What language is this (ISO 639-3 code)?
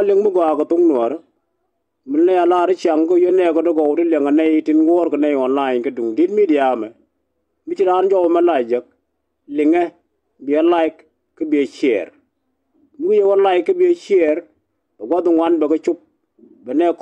nus